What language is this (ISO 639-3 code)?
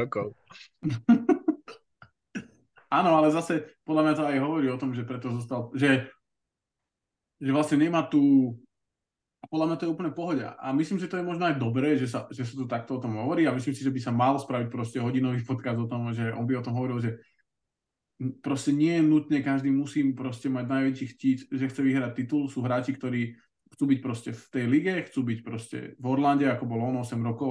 slk